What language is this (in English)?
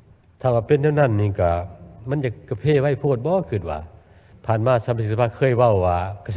Lao